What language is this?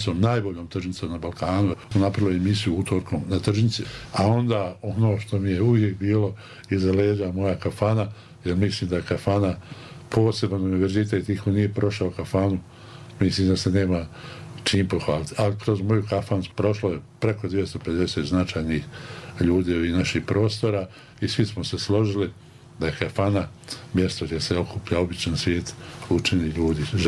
Bosnian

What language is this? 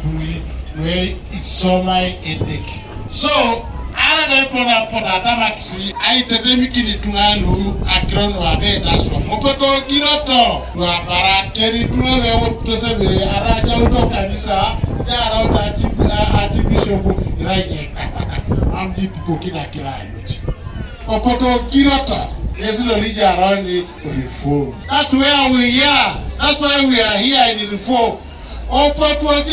Teso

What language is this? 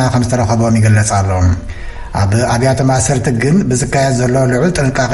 Tigrinya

